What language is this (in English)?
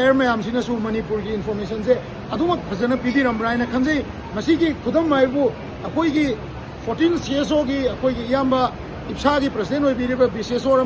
Manipuri